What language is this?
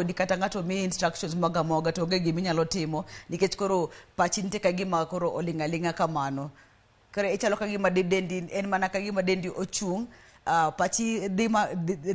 Luo (Kenya and Tanzania)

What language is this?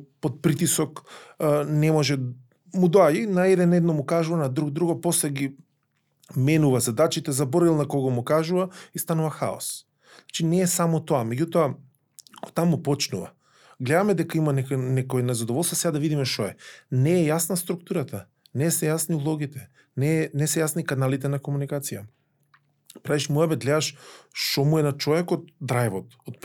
Macedonian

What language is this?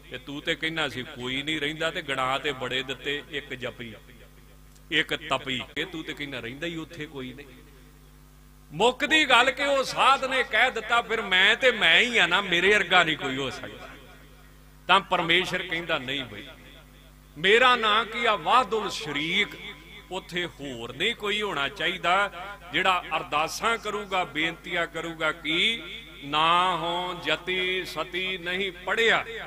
Punjabi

